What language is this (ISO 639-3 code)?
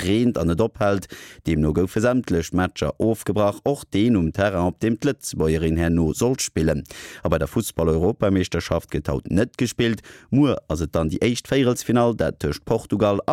ltz